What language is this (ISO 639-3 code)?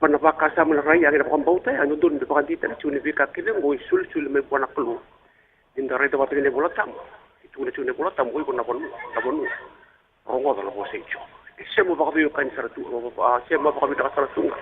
fij